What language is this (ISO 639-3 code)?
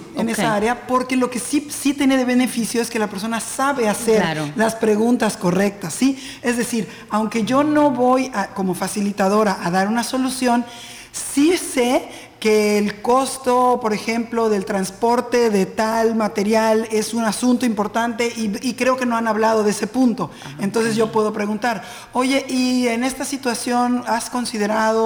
spa